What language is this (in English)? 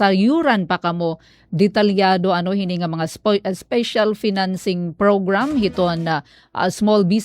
Waray